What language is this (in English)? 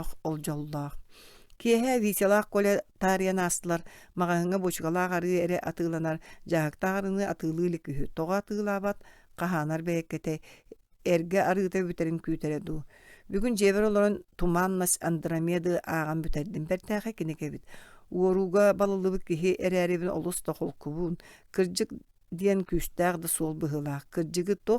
Yakut